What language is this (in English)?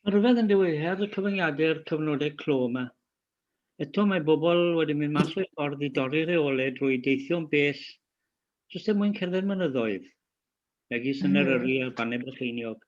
Welsh